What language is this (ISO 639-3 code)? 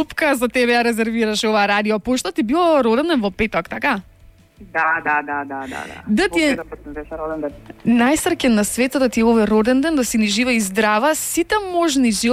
mkd